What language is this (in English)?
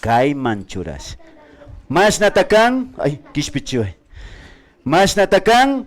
Imbabura Highland Quichua